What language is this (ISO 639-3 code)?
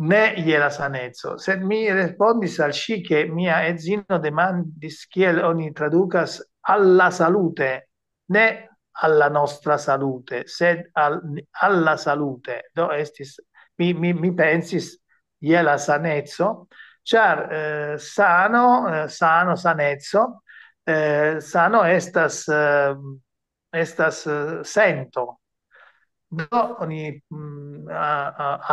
epo